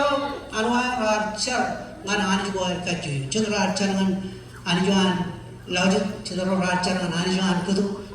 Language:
Marshallese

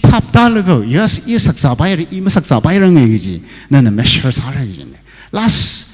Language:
Tangkhul Naga (India)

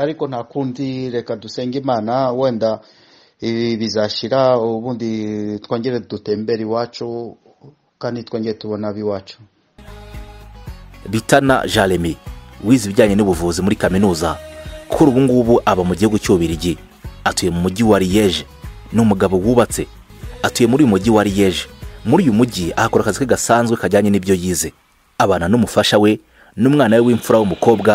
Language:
Kinyarwanda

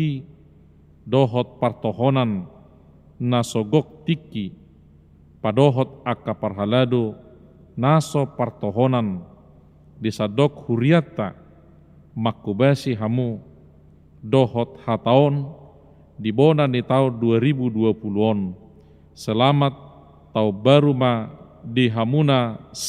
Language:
Batak Toba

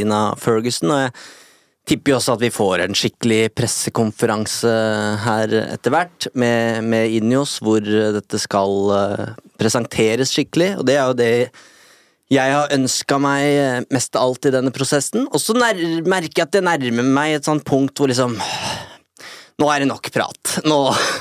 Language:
Norwegian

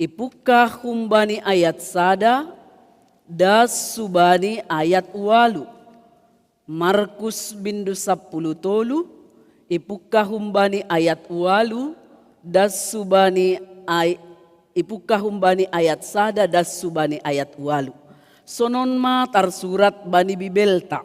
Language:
Batak Simalungun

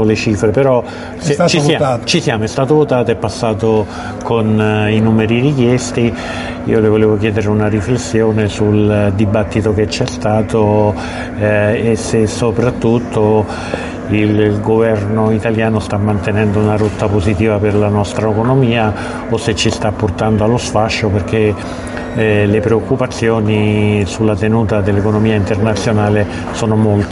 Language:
Italian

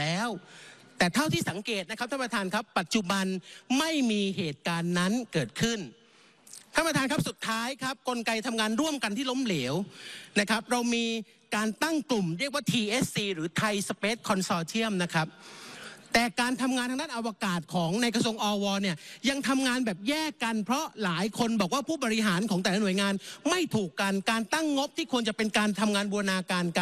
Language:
Thai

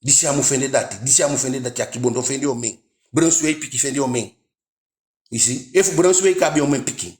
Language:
Eastern Maroon Creole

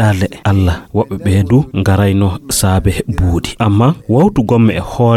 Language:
Fula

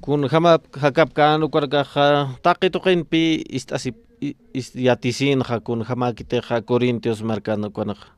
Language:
Aymara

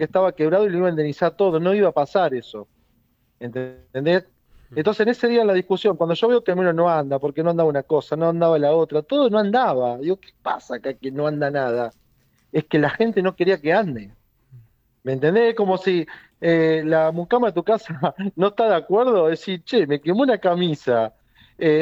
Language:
Spanish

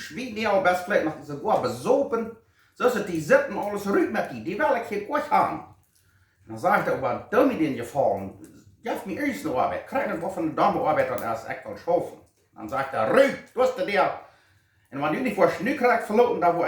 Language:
Plautdietsch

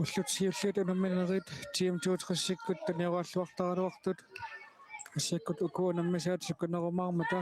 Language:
Kalaallisut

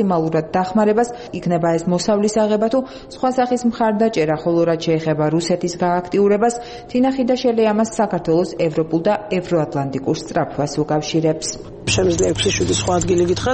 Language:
Georgian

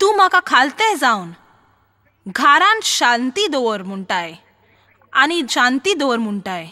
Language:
Konkani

